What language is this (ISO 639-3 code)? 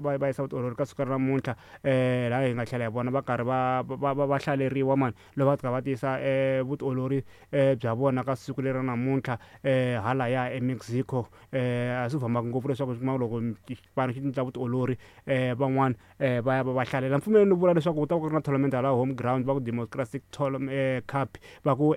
tso